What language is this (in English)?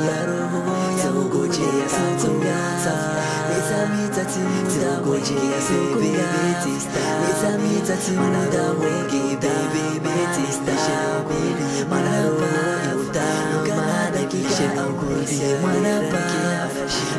Swahili